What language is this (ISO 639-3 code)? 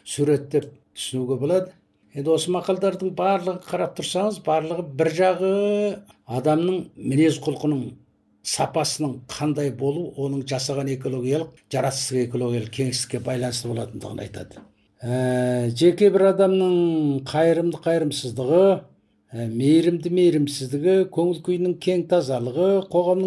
kaz